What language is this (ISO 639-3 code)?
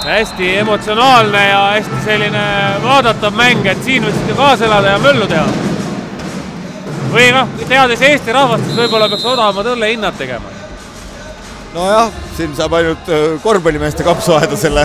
est